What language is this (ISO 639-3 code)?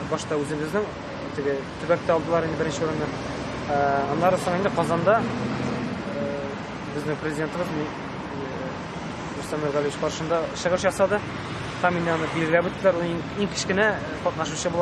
tat